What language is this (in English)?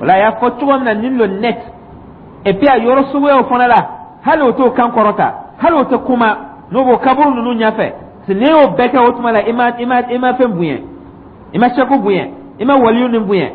Dyula